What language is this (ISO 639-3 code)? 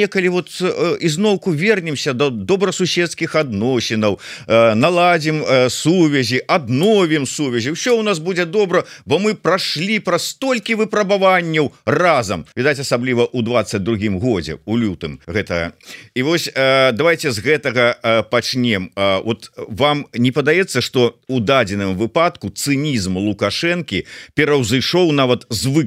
bel